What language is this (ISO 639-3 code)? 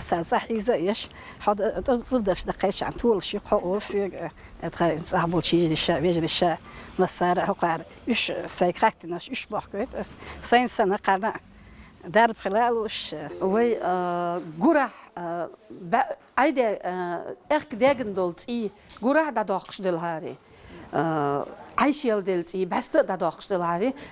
che